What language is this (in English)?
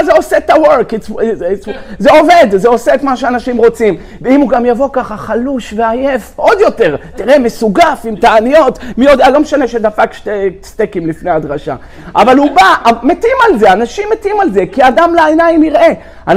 Hebrew